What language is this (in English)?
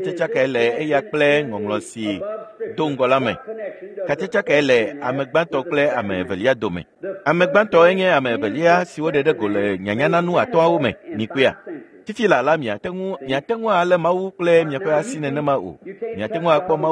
Ewe